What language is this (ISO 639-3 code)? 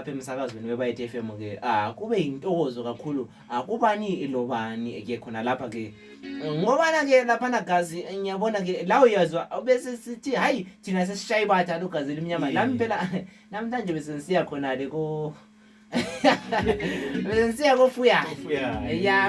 zul